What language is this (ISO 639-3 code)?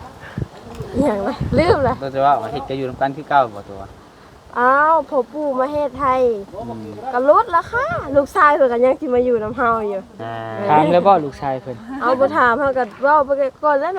lao